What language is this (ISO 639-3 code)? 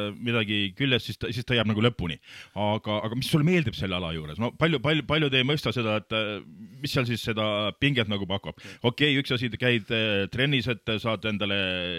est